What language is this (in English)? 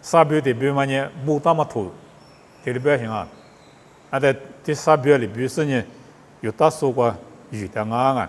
Lisu